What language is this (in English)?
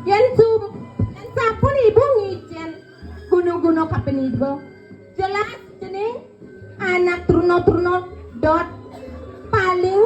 Balinese